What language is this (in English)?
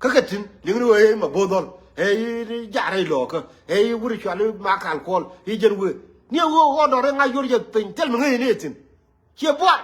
Nuer